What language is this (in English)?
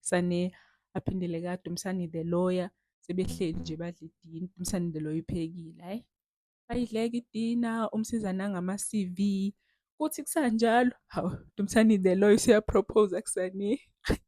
Zulu